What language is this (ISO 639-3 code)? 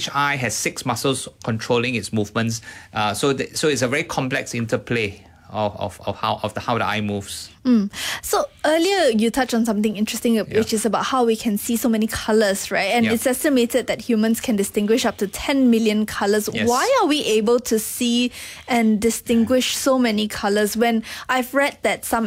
eng